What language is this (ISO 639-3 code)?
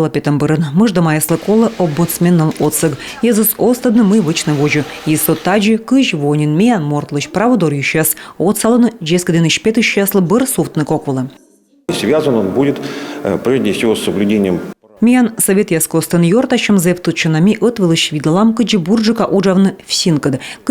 kom